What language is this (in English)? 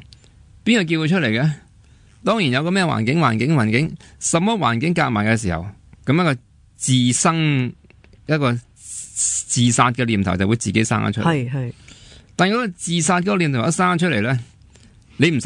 Cantonese